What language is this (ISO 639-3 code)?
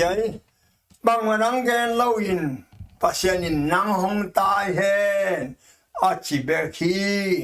ctd